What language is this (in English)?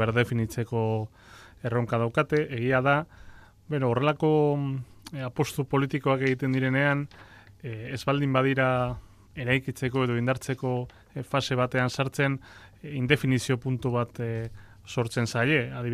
Basque